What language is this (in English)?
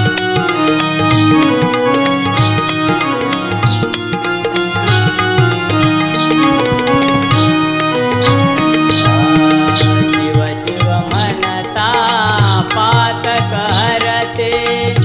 Marathi